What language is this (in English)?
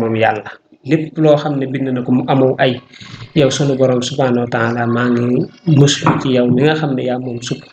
Wolof